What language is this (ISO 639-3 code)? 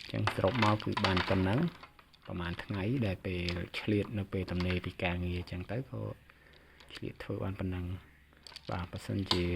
khm